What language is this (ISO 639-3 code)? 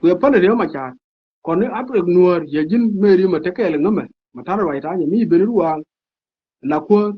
nus